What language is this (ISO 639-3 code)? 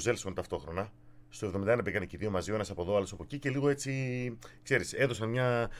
ell